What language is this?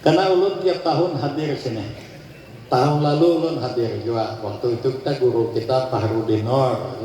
Banjar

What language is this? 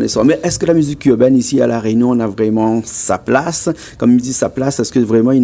Réunion Creole French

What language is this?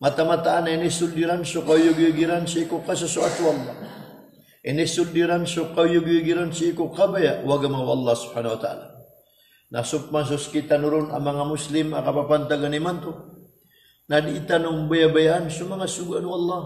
Maranao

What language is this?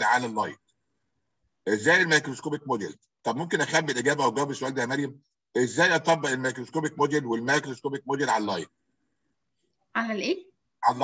Egyptian Arabic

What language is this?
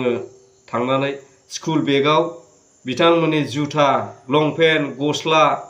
Bodo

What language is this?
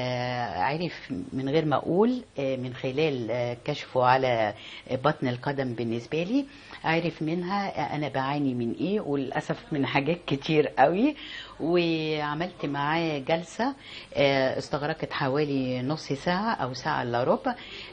Egyptian Arabic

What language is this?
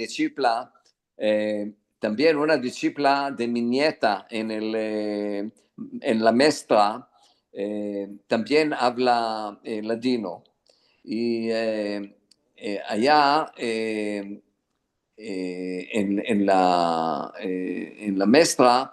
Ladino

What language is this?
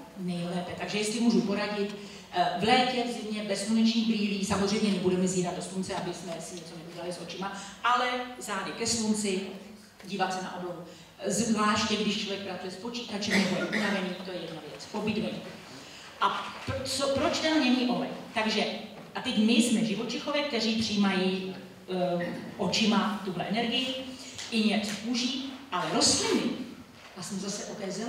Czech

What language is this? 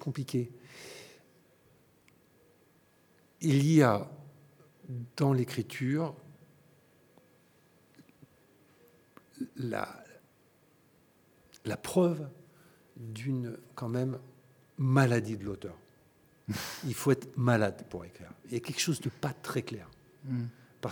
French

